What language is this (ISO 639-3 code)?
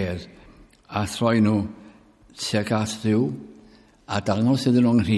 cym